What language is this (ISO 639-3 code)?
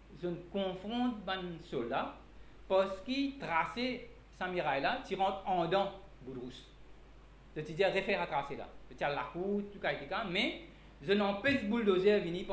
mfe